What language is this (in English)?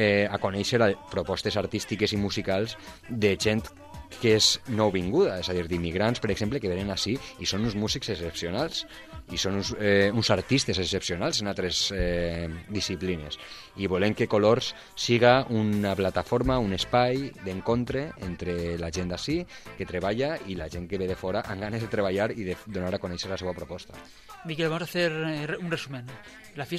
Catalan